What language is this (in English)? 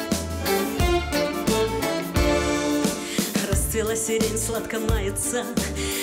Russian